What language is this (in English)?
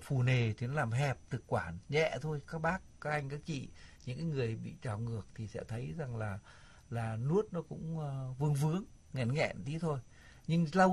Vietnamese